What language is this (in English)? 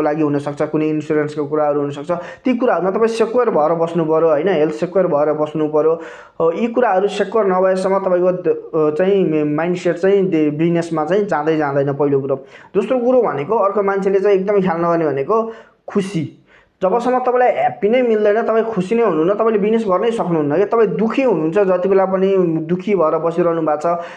Nepali